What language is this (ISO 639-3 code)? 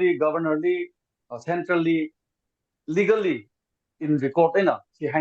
nmf